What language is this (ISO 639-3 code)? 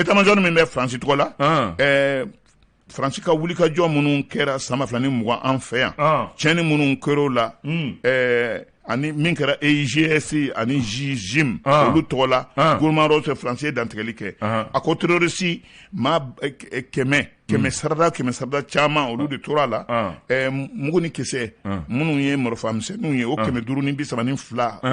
bam